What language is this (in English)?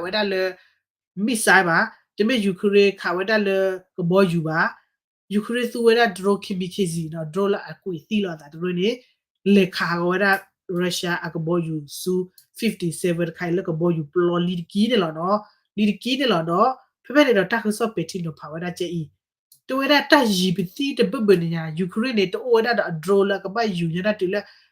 S'gaw Karen